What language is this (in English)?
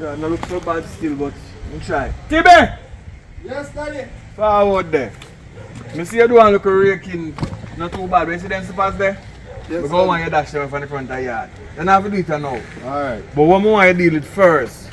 Jamaican Creole English